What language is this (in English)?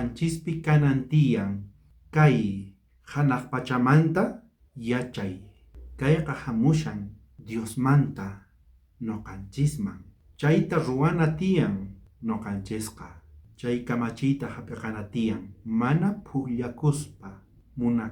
South Bolivian Quechua